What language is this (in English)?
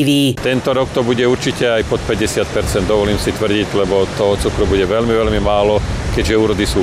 Slovak